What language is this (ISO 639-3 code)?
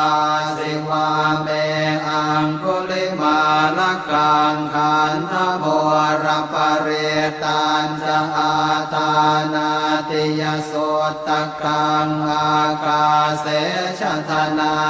pli